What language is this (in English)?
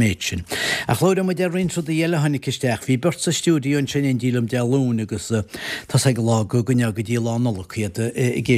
Irish